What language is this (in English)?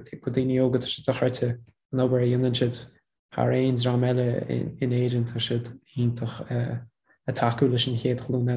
Irish